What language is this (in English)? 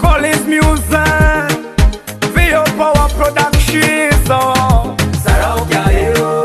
Nyoro